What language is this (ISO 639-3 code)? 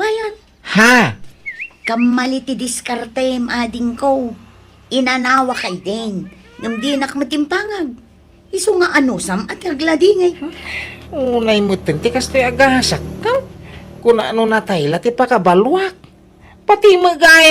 ilo